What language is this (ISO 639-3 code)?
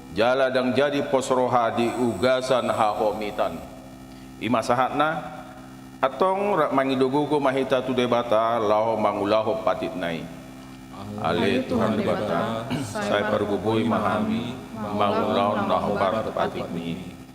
bbc